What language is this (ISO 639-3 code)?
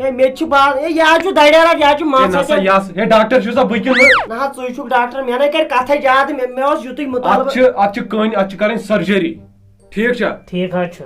kas